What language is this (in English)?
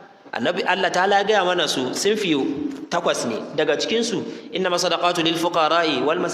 Hausa